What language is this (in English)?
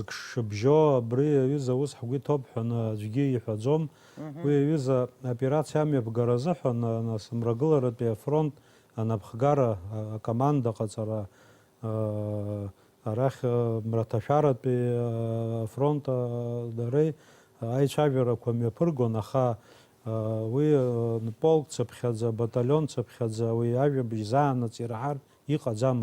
Abkhazian